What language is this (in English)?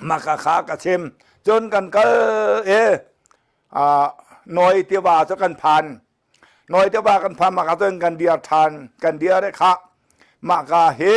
Hakha Chin